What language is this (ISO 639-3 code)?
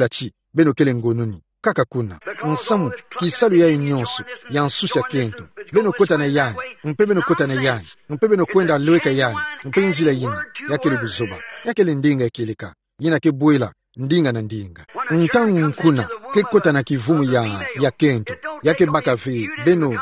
ktu